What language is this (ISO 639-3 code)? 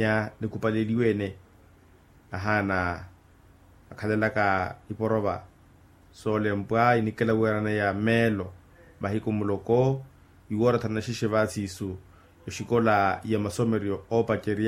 vmw